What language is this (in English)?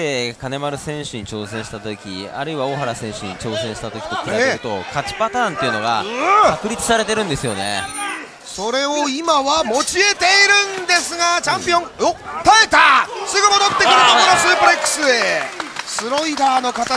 Japanese